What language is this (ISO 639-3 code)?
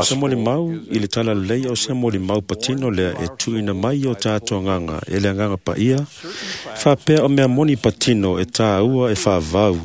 smo